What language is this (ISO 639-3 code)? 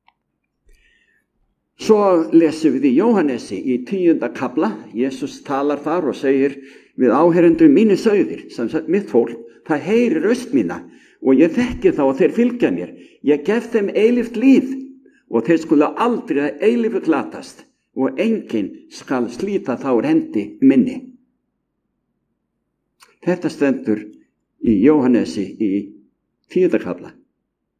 isl